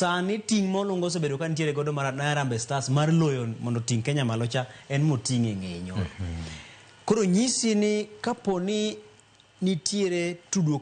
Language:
Luo (Kenya and Tanzania)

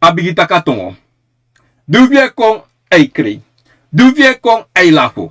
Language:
Sranan Tongo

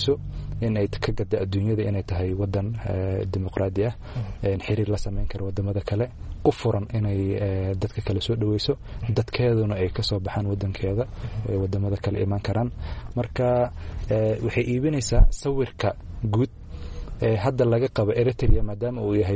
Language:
Somali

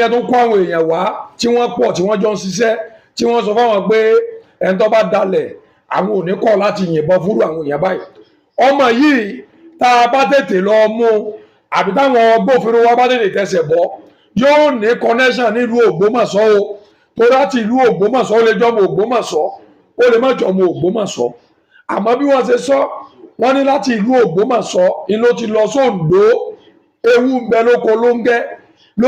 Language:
Yoruba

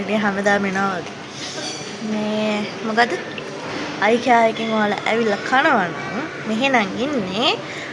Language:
Sinhala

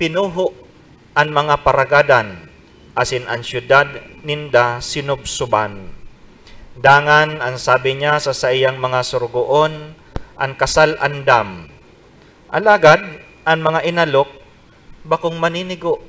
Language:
Bikol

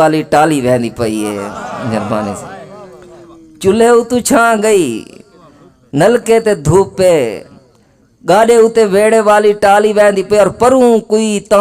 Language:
Saraiki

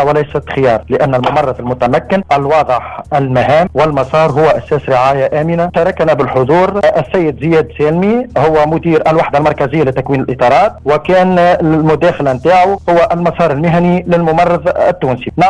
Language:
Tunisian Arabic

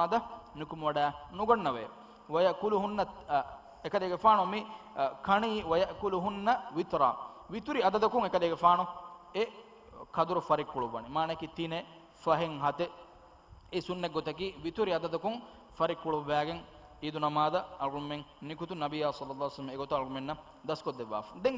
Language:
Divehi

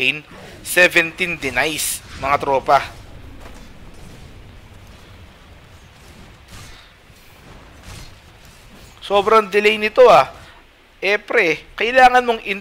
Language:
Filipino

